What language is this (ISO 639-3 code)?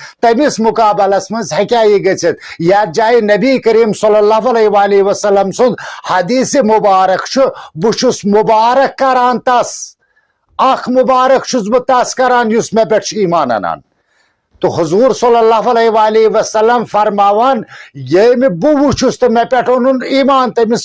kas